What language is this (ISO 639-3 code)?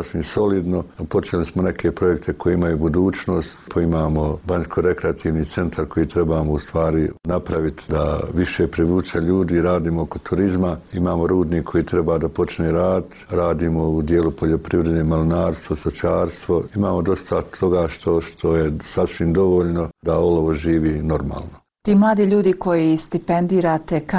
bos